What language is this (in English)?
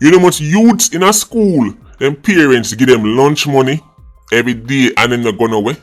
Jamaican Creole English